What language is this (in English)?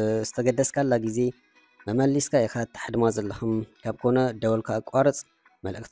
Tigrinya